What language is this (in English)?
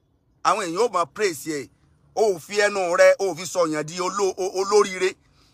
Yoruba